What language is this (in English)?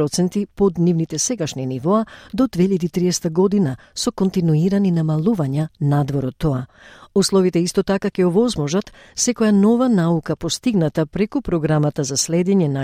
Macedonian